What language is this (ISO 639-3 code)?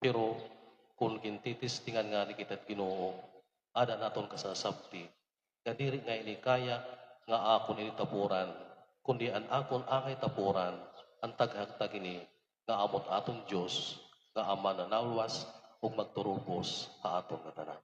war